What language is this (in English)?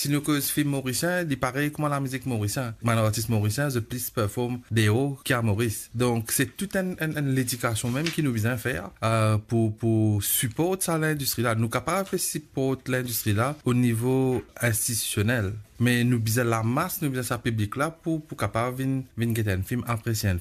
Morisyen